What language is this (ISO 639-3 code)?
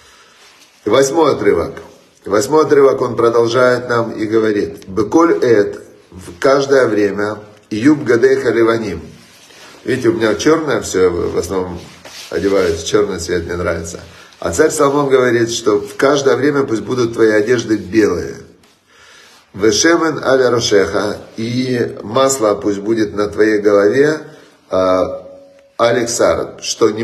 rus